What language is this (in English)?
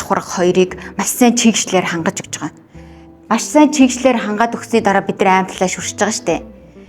Mongolian